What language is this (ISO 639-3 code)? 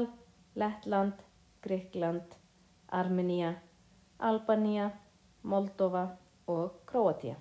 isl